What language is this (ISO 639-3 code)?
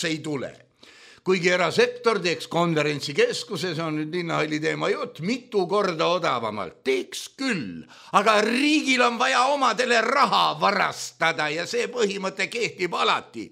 est